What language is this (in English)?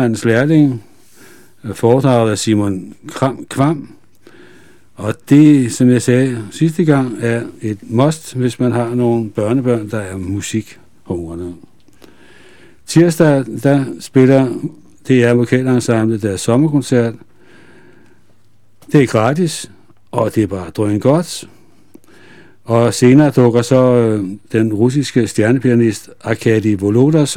Danish